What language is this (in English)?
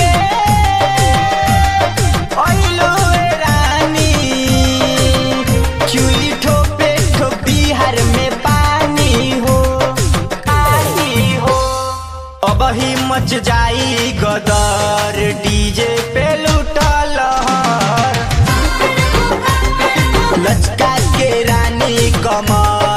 Bhojpuri